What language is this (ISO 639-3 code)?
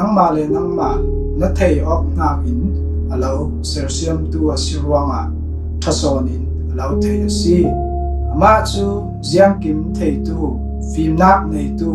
cfm